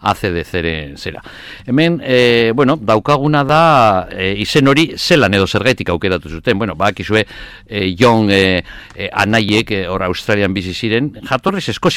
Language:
Basque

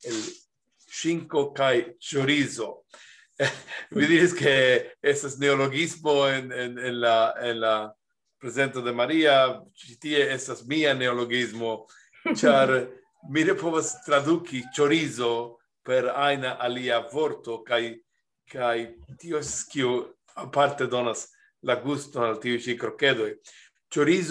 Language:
Esperanto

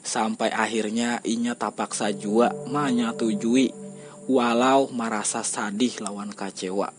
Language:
Banjar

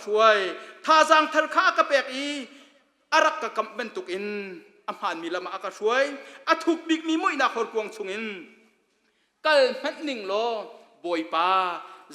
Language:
Hakha Chin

